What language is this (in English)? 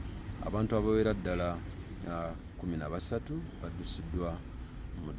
Ganda